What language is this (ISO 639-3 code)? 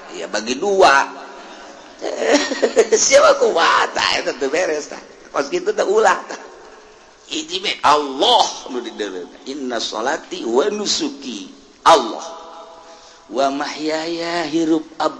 sun